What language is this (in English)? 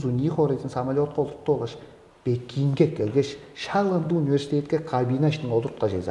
Tuvinian